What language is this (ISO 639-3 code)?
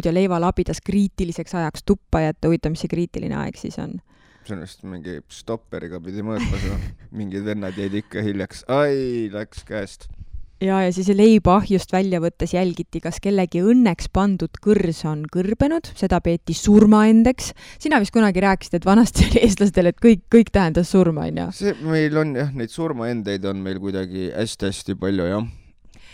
est